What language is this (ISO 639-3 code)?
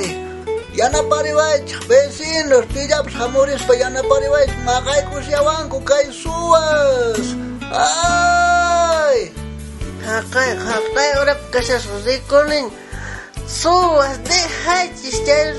quh